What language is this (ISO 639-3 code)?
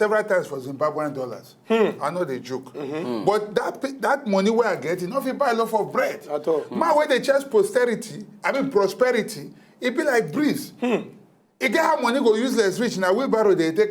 pcm